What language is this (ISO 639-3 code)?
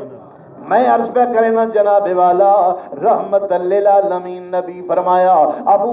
skr